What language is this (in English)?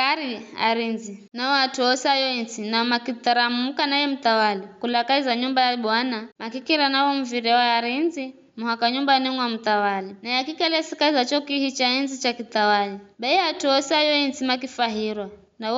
Giryama